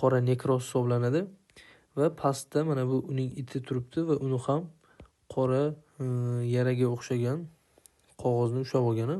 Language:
Uzbek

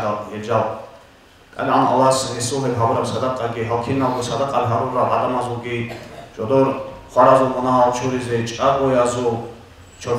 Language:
Avaric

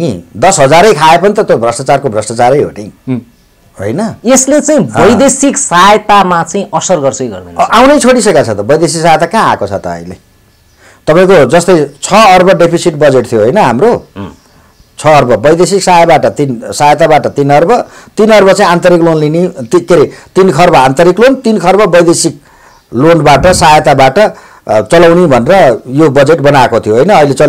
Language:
Nepali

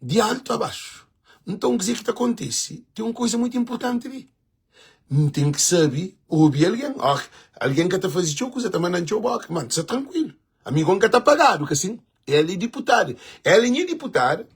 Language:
Kabuverdianu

